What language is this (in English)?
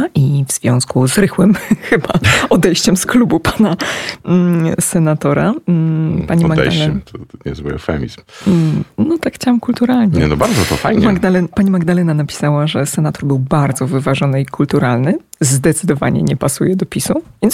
Polish